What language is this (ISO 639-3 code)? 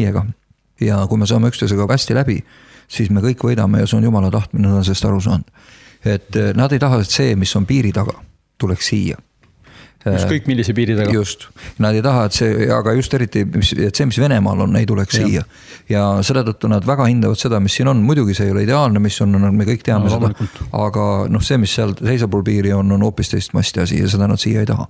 est